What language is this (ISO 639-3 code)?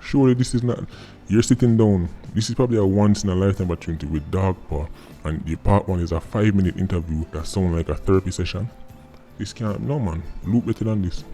jam